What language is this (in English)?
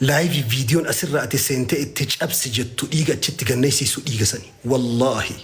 Oromo